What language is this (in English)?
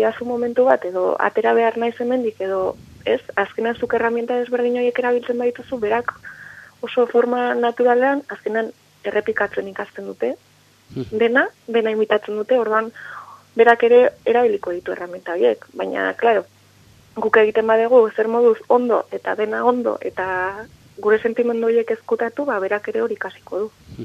Basque